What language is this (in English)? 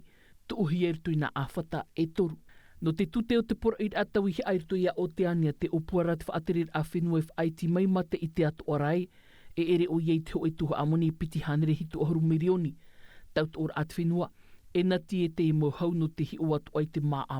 Tahitian